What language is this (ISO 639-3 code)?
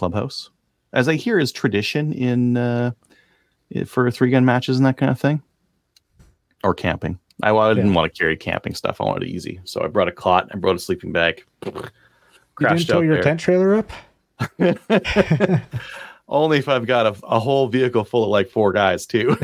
eng